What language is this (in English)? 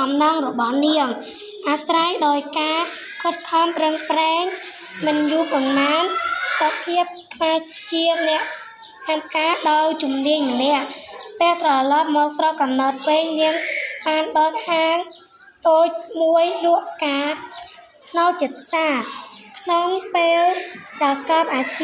Khmer